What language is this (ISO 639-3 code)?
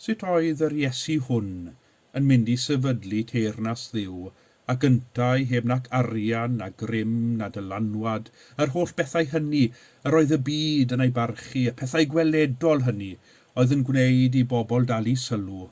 cym